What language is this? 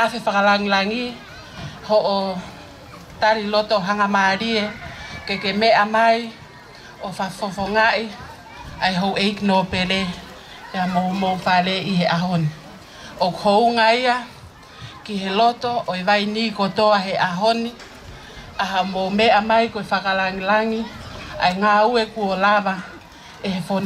Tongan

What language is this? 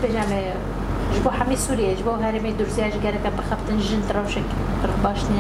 Kurdish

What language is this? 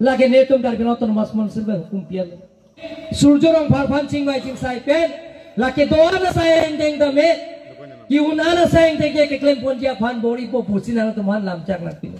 Karbi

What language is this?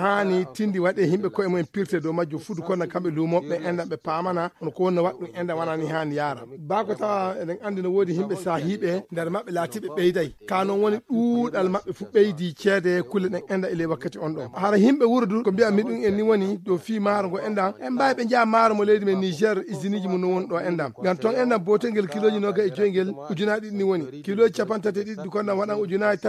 Nigerian Fulfulde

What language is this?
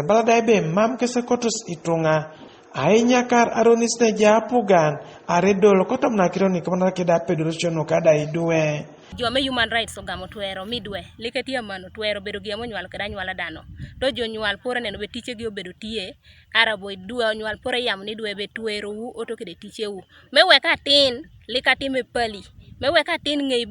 Teso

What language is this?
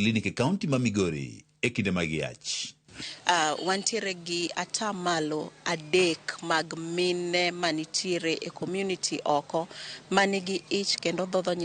Luo (Kenya and Tanzania)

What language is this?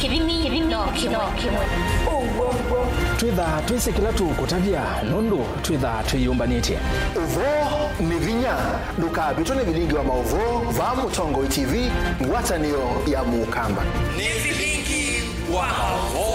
Kamba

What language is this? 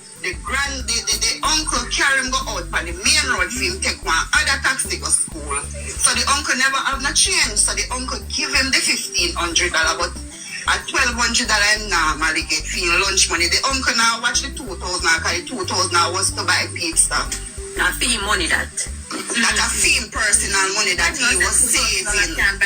Jamaican Creole English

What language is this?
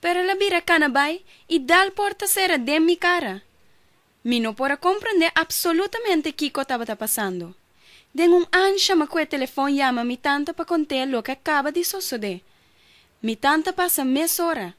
Papiamento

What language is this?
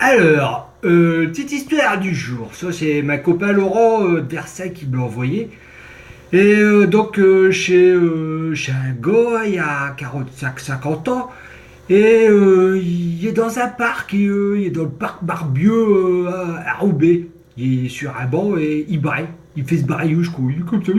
Picard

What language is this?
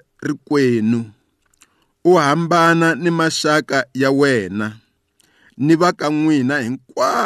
Tsonga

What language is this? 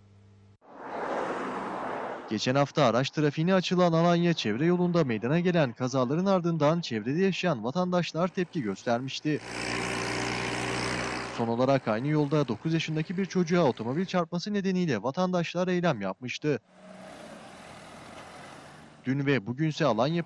Turkish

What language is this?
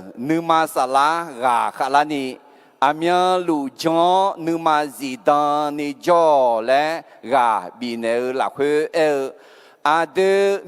Akha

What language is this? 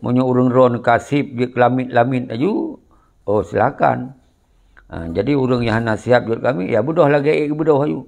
Achinese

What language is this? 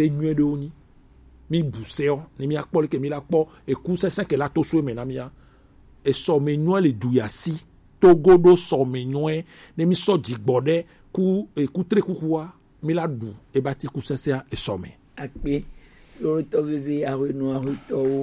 Gen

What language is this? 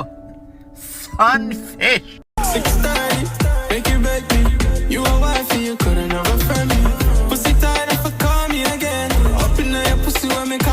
Jamaican Creole English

